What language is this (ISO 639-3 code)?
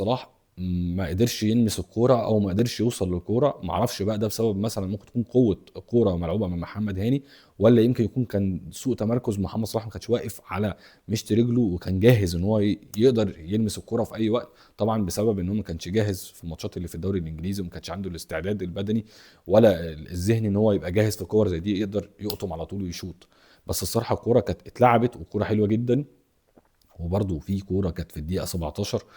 arz